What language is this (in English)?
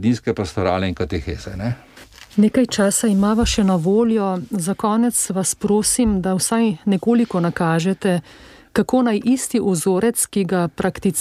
Slovenian